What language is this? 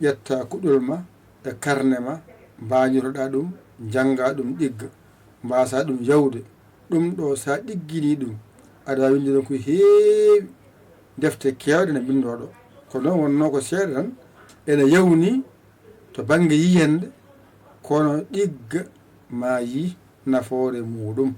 Fula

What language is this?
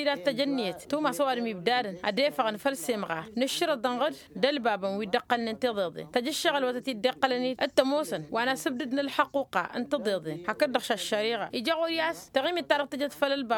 Tamasheq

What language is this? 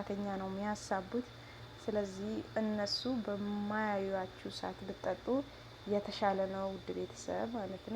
Amharic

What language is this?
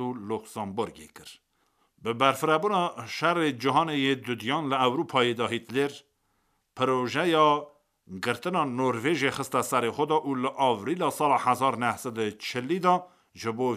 Kurdish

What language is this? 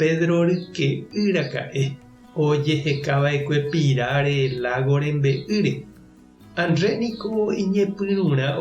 Guarani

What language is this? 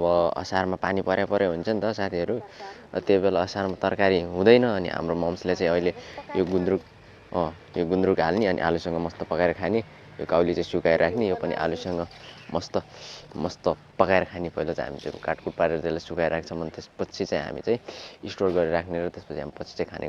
Nepali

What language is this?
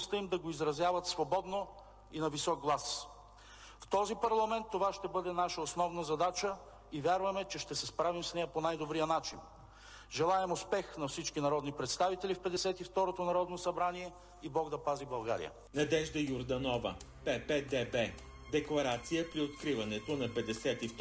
Bulgarian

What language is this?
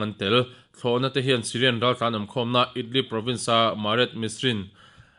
Mizo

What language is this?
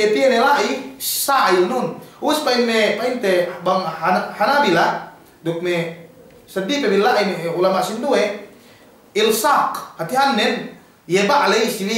Yakan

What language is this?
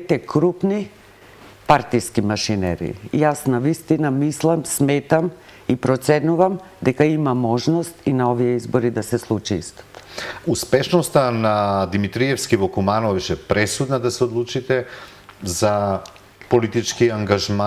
Macedonian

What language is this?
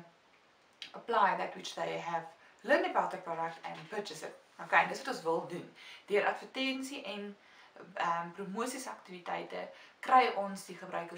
Afrikaans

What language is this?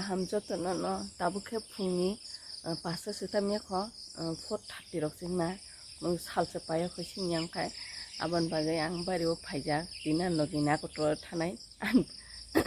Kok Borok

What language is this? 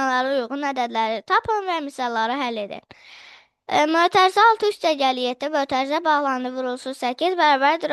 Azerbaijani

